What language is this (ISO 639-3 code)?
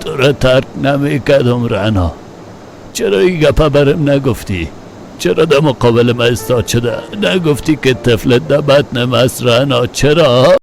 fas